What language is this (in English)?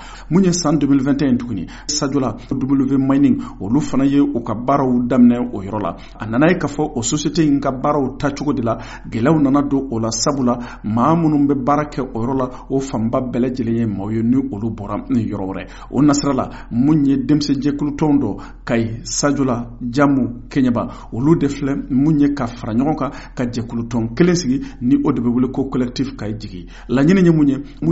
Bambara